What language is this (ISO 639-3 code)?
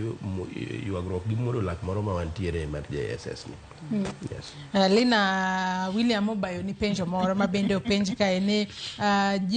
luo